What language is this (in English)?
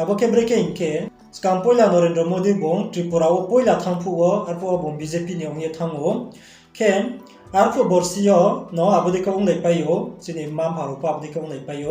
Riang (India)